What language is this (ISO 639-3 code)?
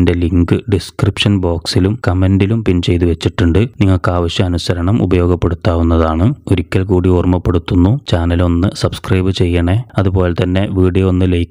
mal